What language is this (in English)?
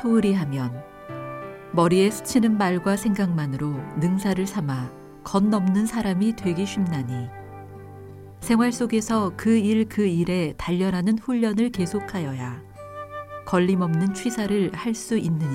Korean